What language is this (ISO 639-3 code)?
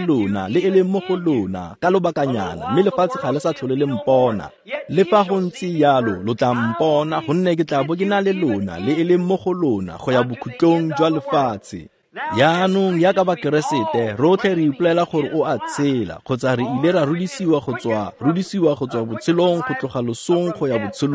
tsn